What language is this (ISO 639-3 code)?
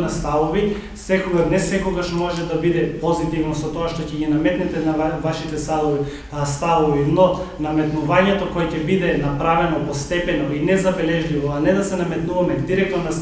mkd